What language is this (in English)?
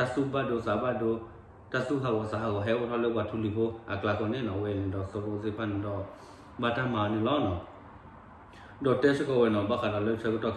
S'gaw Karen